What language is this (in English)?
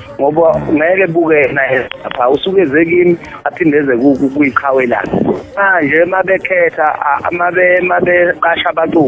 Zulu